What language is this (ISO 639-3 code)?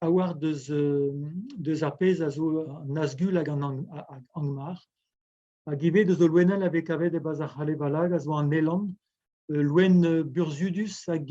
bre